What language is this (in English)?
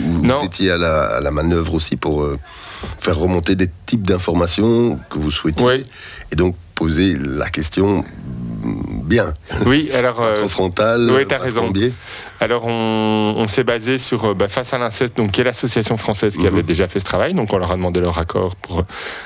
French